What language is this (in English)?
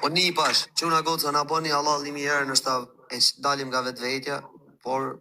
Albanian